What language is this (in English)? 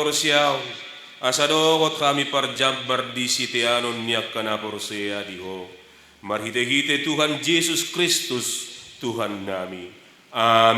Batak Toba